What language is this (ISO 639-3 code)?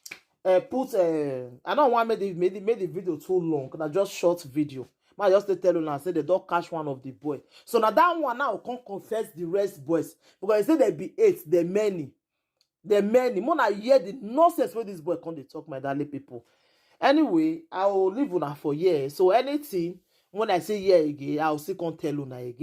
pcm